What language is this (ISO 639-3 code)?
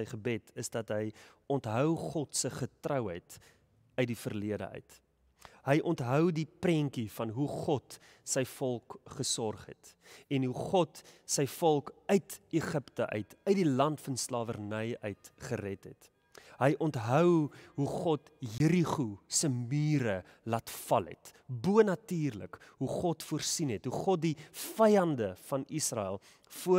afr